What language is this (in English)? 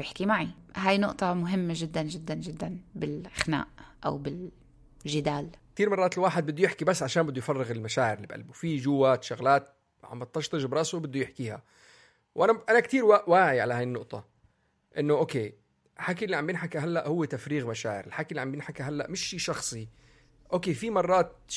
North Levantine Arabic